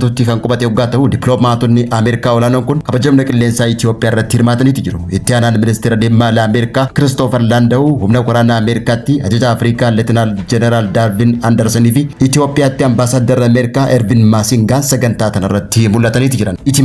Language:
Oromo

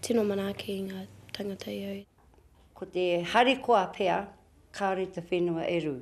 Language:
Māori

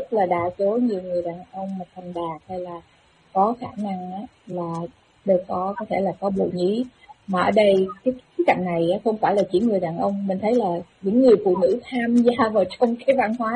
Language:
Vietnamese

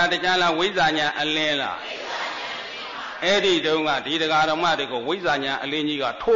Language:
Burmese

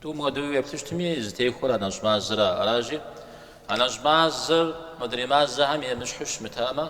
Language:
Kabardian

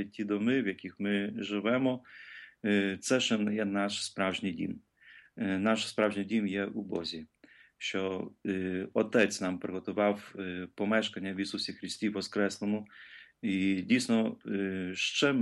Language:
Ukrainian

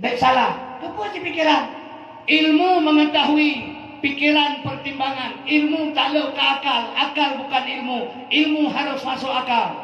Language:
Achinese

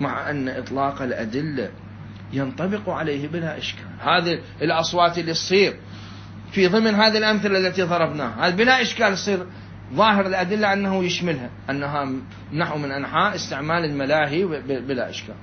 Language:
Mesopotamian Arabic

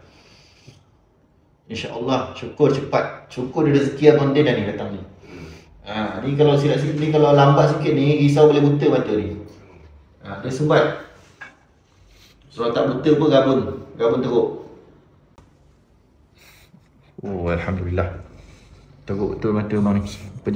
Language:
Malay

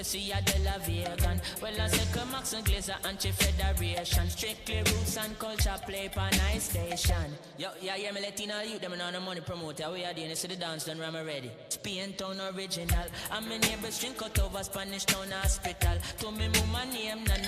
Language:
Jamaican Creole English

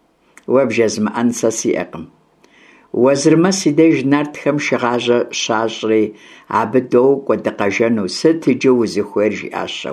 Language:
Kabardian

